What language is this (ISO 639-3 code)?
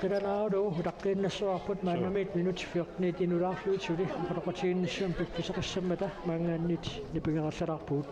kal